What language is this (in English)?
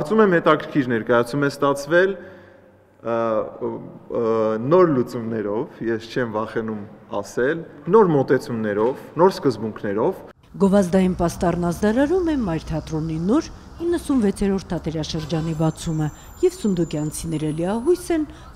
Armenian